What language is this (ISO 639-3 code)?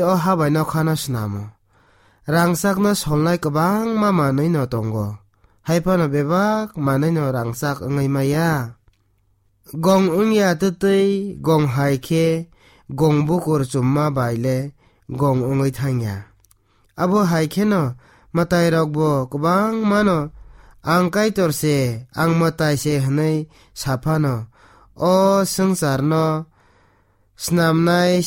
trp